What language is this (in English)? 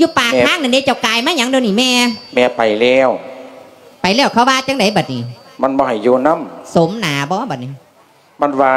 Lao